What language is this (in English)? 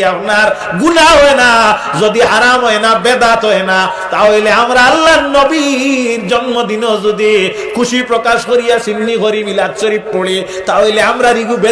Sylheti